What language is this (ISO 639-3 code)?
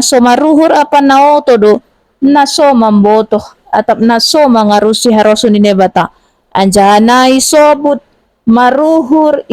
bts